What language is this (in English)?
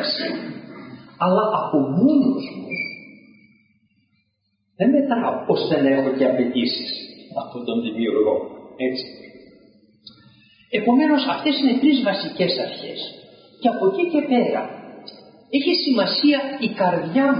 Greek